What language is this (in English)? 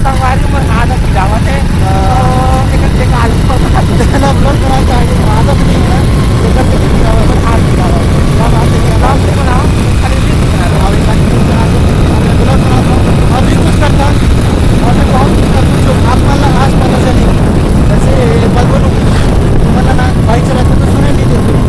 Chhattisgarhi